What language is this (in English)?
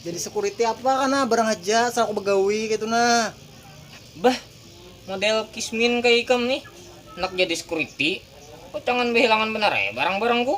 Banjar